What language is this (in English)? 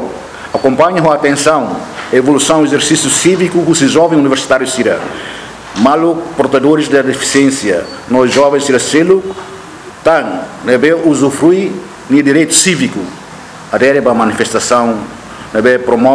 Tetum